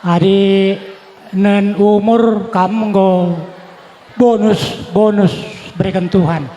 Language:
Batak Karo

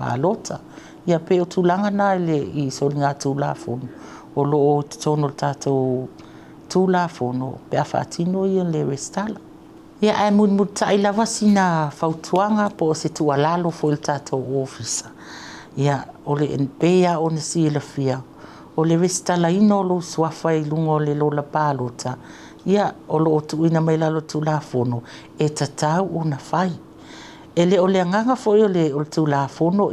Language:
Samoan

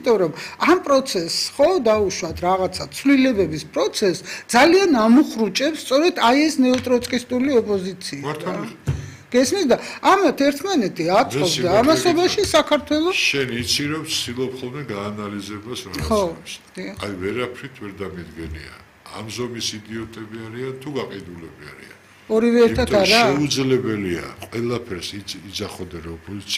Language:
Georgian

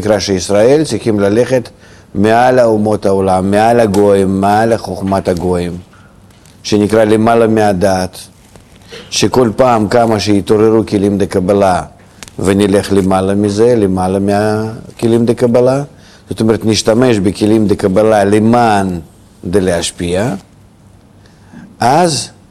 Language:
Hebrew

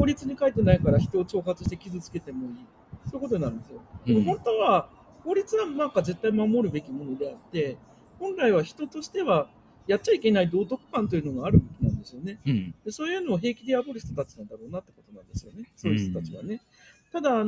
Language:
Japanese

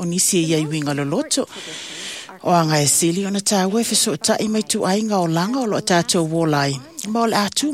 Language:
Samoan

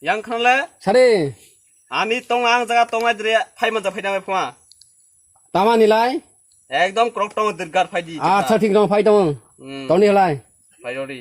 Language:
Kok Borok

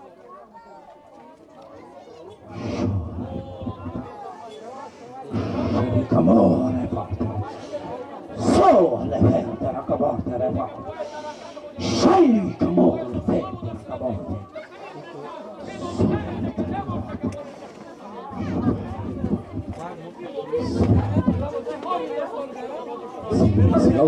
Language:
Bulgarian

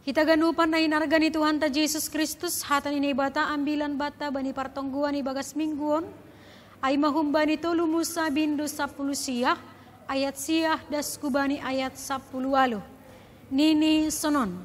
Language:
Batak Simalungun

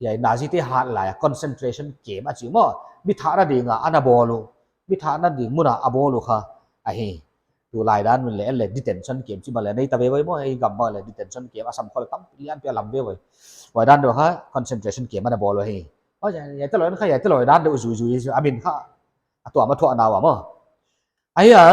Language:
Paite Chin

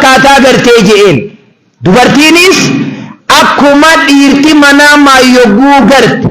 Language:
Oromo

